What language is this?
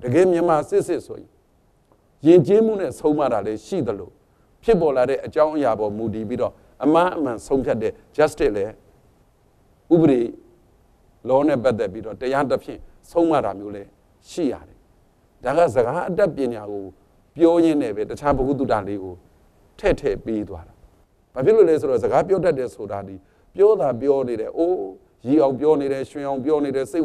Burmese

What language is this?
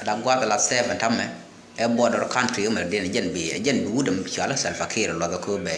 Nuer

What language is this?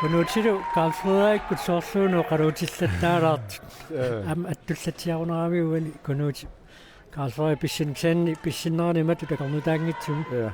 Kalaallisut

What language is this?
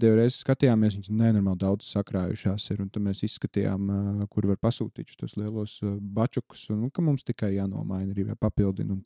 Latvian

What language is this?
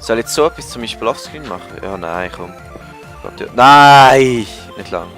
Swiss German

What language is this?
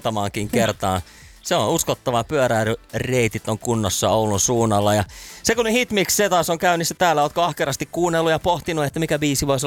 Finnish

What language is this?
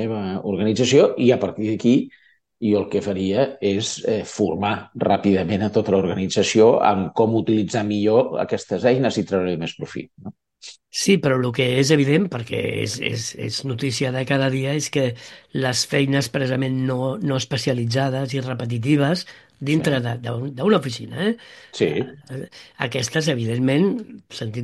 Catalan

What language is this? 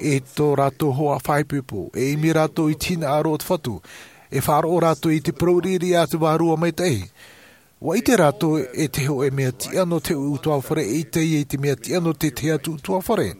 Tahitian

